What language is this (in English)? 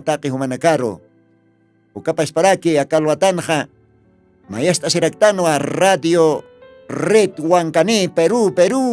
Aymara